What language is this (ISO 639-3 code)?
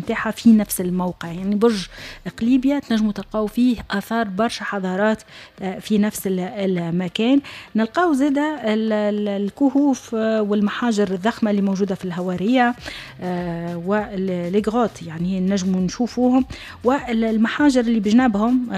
aeb